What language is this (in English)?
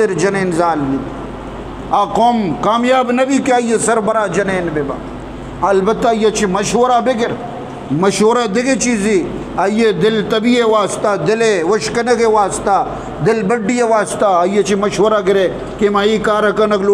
Eastern Balochi